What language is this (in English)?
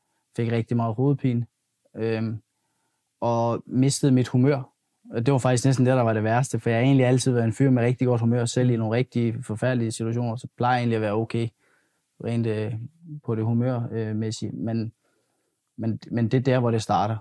Danish